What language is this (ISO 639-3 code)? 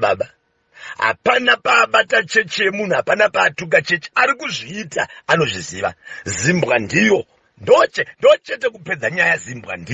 sna